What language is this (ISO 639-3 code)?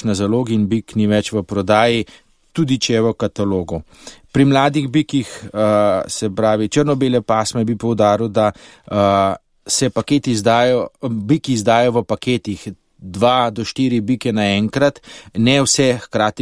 slv